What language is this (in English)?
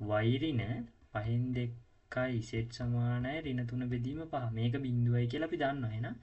Sinhala